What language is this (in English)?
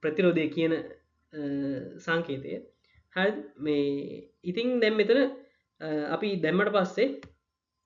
Sinhala